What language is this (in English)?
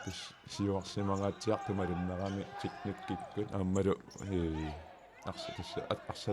Kalaallisut